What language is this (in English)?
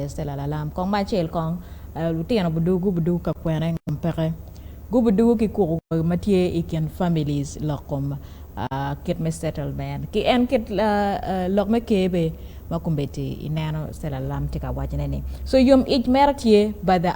Acoli